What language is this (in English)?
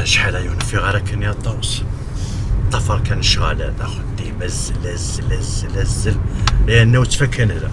Kabyle